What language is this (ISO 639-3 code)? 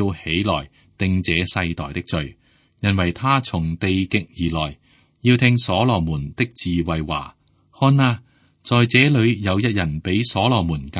yue